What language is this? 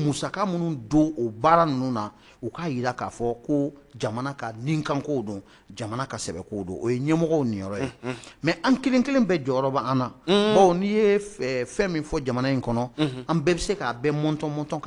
Bambara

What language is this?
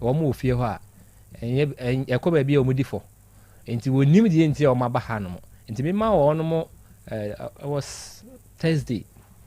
Akan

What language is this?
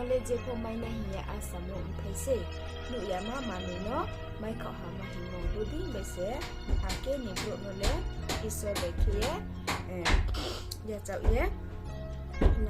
Riang (India)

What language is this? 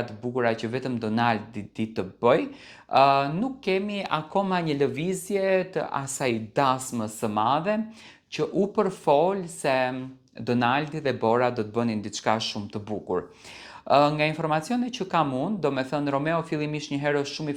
Albanian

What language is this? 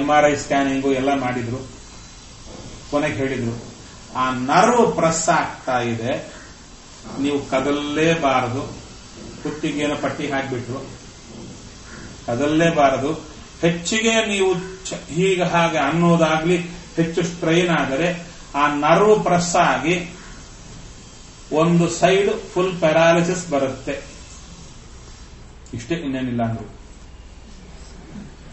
Kannada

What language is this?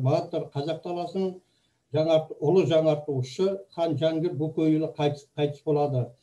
Kazakh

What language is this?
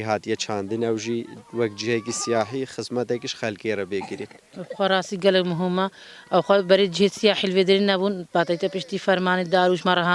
Kurdish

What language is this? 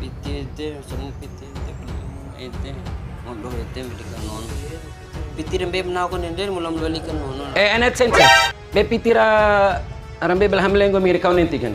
Bima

